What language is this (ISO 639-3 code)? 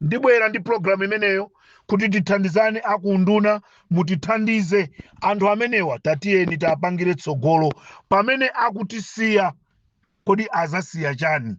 nya